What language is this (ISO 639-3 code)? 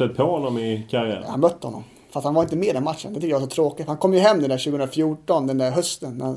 swe